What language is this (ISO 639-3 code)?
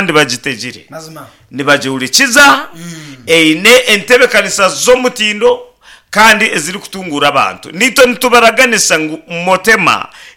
nyn